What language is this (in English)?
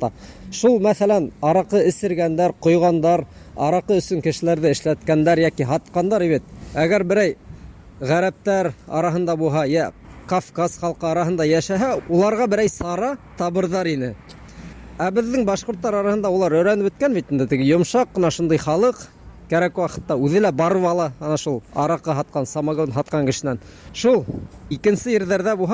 Bashkir